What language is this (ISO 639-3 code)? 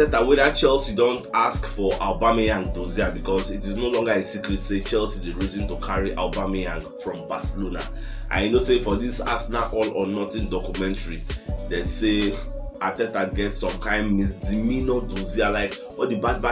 pcm